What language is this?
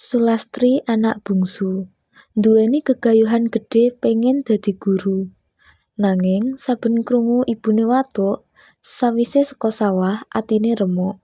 Javanese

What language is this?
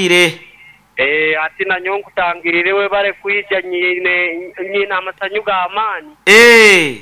Nyoro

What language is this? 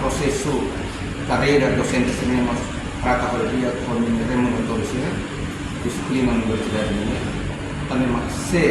Tetum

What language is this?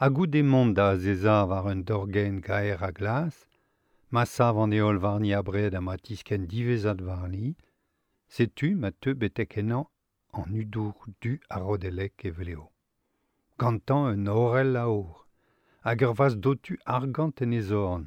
Breton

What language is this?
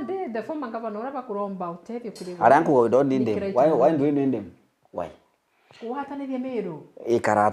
Meru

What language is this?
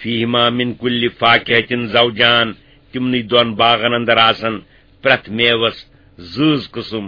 Kashmiri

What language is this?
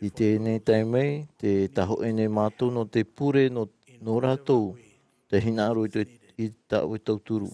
Tahitian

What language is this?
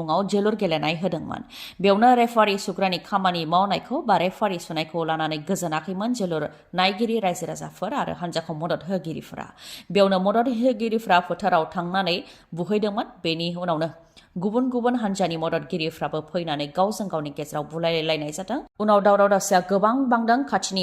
Bodo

